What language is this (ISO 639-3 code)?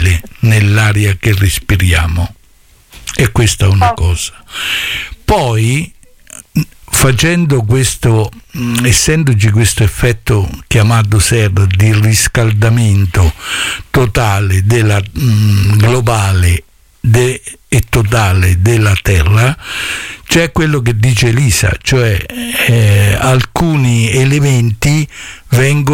ita